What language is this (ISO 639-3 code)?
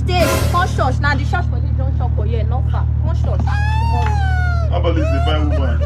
pcm